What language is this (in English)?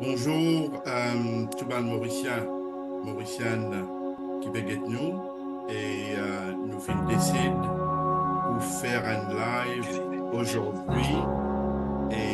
Morisyen